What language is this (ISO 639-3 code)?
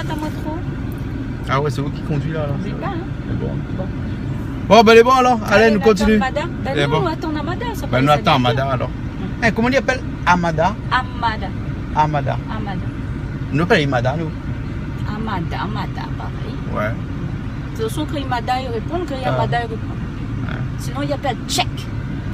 rcf